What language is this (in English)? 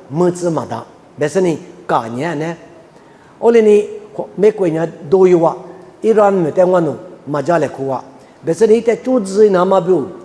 Lisu